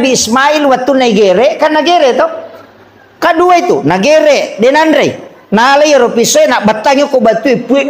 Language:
Buginese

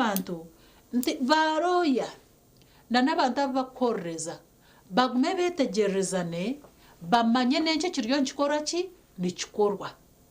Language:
Nyankole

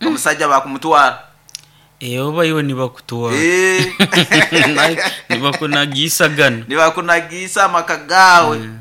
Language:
Nyoro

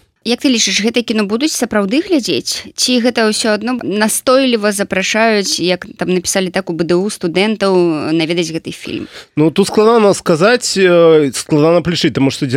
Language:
Belarusian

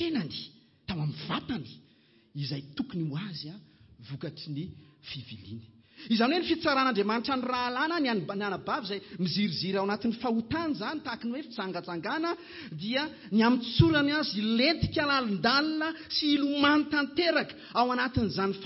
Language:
Malagasy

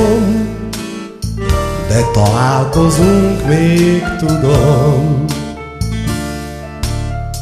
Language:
Hungarian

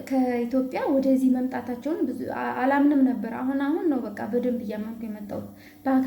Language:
Amharic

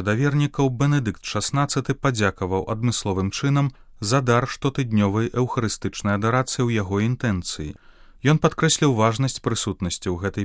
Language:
Belarusian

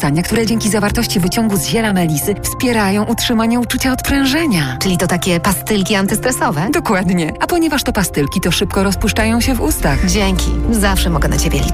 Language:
Polish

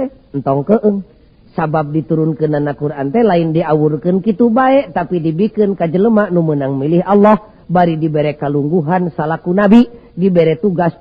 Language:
Sundanese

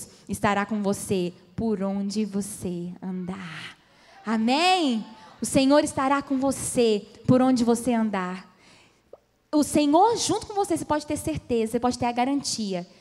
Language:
Portuguese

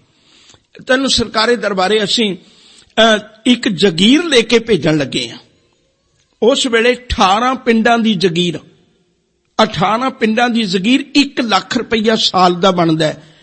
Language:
Punjabi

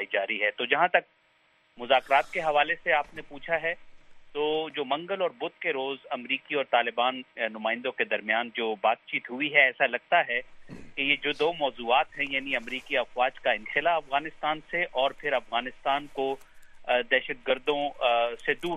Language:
Urdu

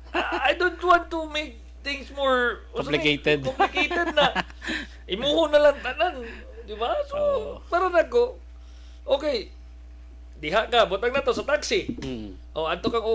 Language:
Cebuano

